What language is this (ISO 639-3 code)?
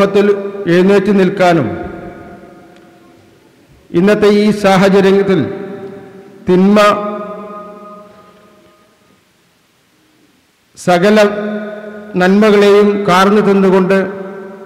mal